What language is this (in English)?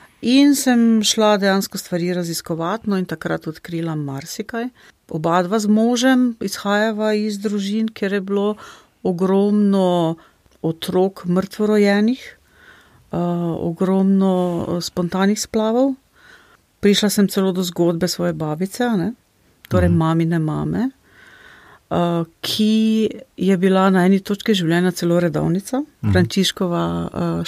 Slovenian